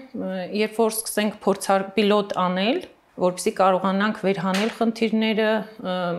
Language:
Armenian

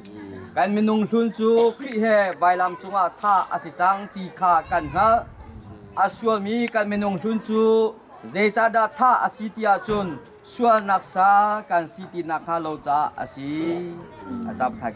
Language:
Hakha Chin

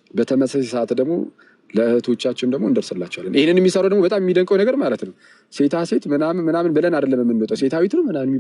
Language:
Amharic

